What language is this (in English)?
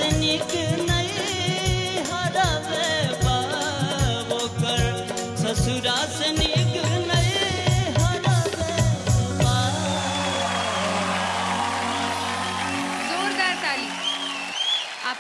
Bhojpuri